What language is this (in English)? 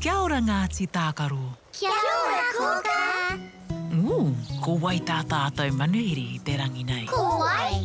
Māori